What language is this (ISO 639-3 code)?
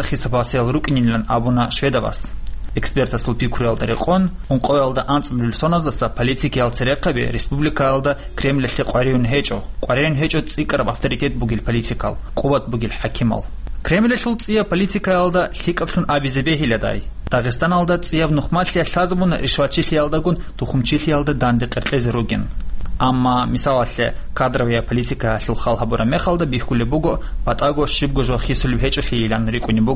ava